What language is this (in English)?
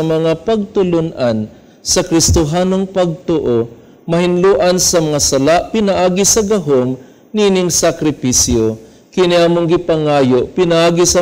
Cebuano